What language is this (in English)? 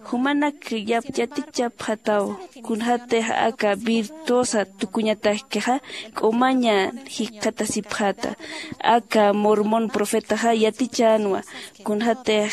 Aymara